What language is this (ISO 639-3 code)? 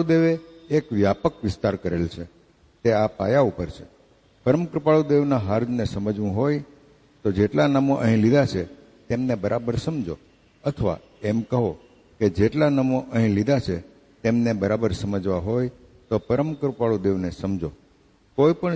guj